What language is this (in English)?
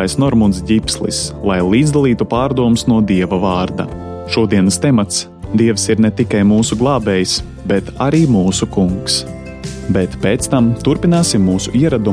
Latvian